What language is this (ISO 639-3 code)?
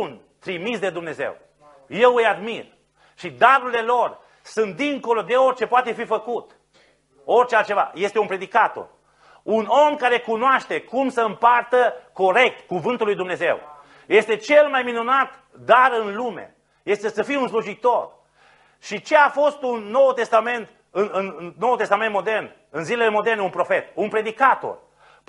ron